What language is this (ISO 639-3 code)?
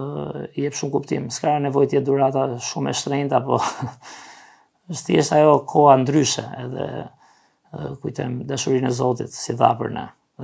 sqi